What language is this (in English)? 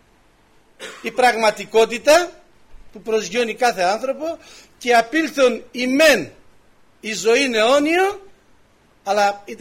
Greek